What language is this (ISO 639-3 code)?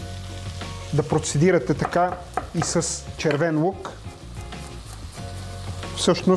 bul